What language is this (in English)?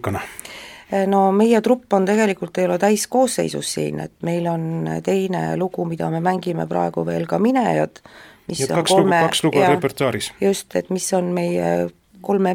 Estonian